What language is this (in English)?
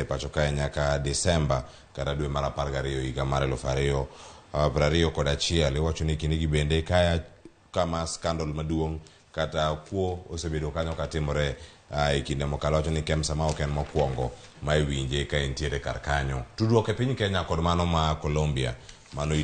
Luo (Kenya and Tanzania)